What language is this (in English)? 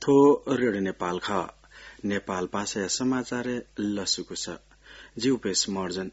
Newari